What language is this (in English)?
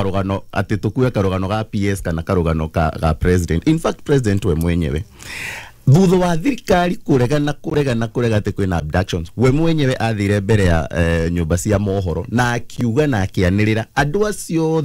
Kikuyu